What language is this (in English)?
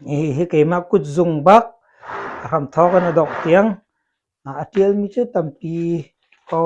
Hakha Chin